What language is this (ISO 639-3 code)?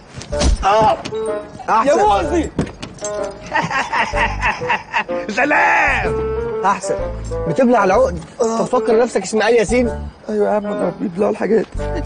arz